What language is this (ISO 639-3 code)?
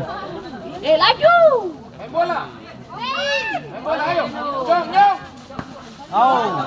abs